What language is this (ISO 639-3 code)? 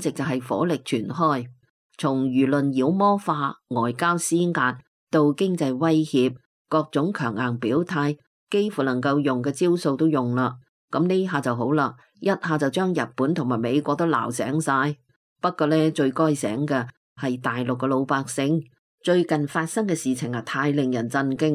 yue